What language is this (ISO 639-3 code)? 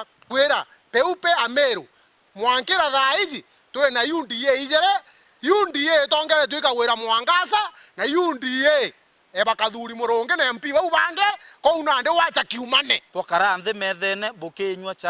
mer